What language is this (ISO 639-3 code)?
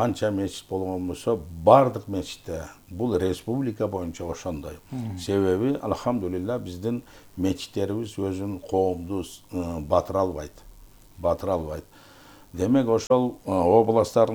kir